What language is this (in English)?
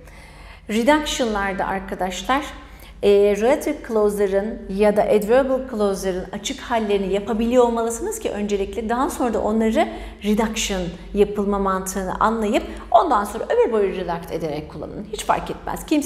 Turkish